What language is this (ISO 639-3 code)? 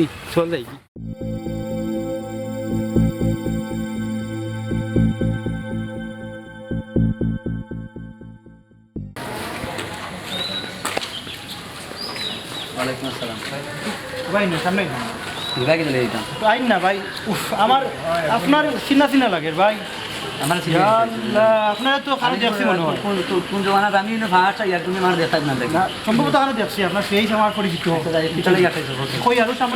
syl